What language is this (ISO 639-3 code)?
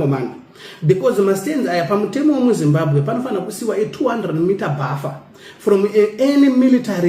sna